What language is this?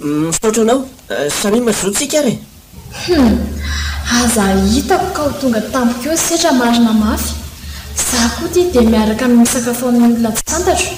Malagasy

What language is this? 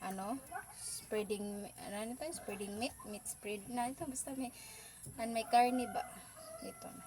Waray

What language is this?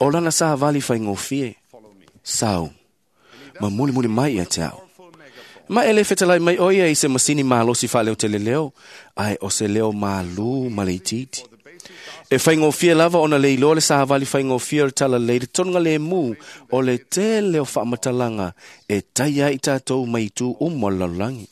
Samoan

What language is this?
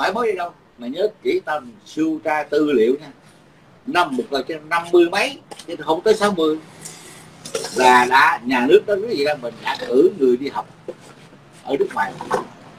Vietnamese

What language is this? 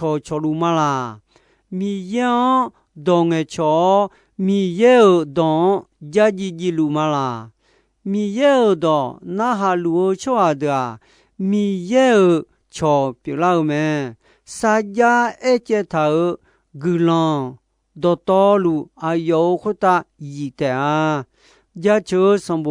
Akha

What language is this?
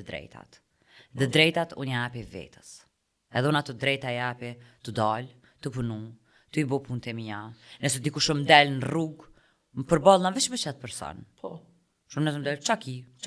Albanian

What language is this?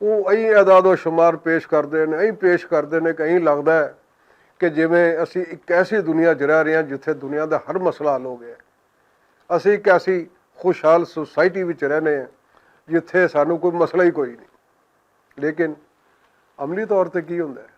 Western Panjabi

